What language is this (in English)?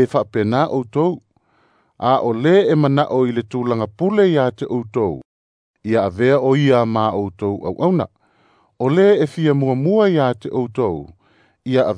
Samoan